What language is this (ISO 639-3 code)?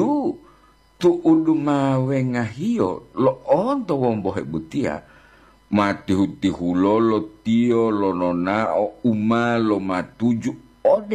gor